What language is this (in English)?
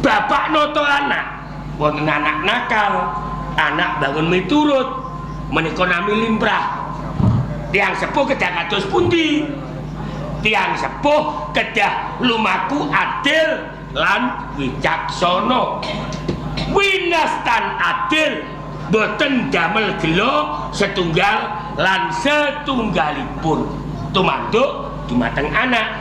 Javanese